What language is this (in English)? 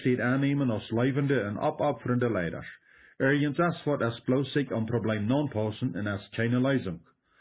Plautdietsch